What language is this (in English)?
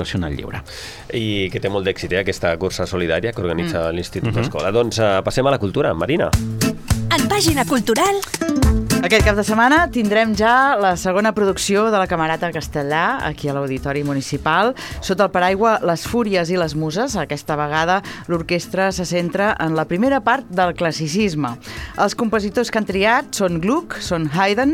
Catalan